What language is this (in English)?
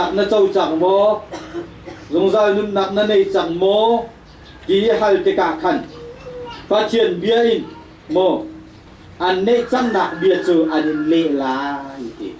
Hakha Chin